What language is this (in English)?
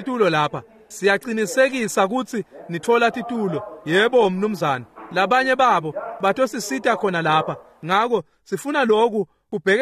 Swati